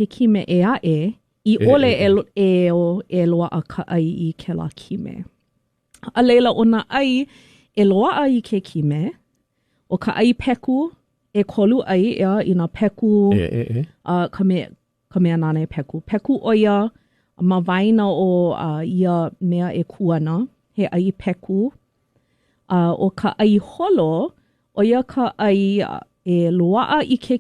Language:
Hawaiian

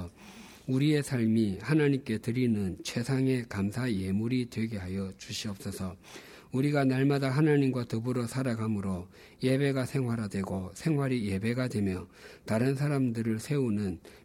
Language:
Korean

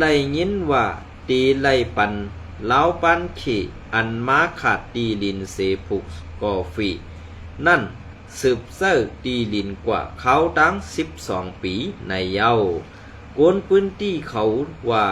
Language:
Shan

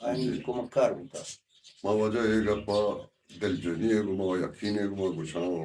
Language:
Baluchi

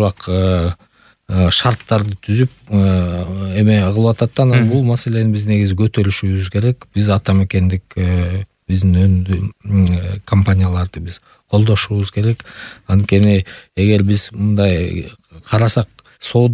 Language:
Kyrgyz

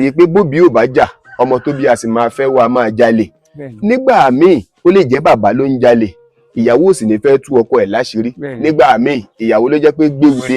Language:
Yoruba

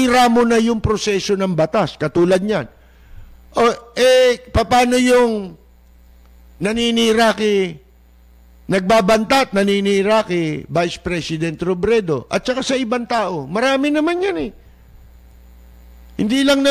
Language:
Filipino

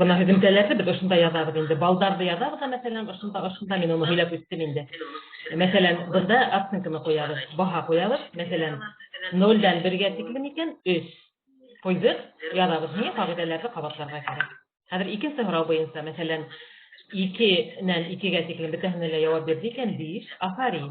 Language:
Bashkir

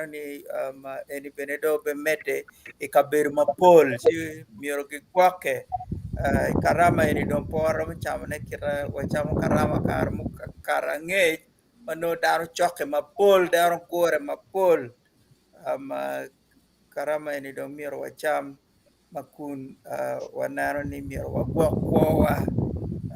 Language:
Acoli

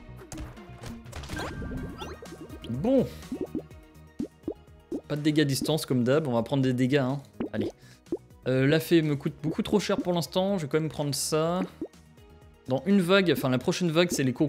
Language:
French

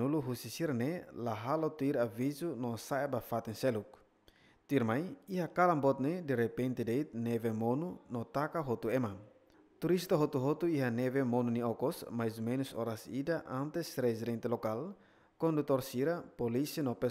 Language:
Tetum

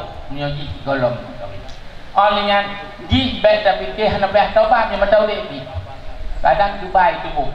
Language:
Achinese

